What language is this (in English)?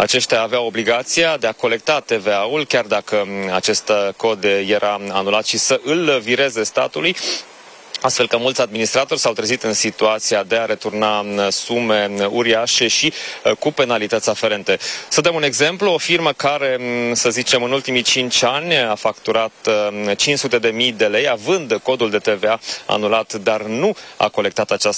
Romanian